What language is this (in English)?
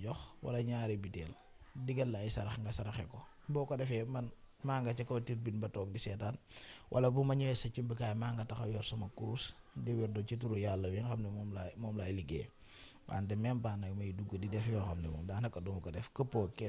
Wolof